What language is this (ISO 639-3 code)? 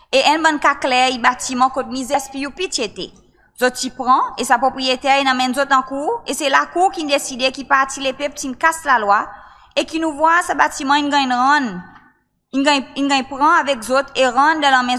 crs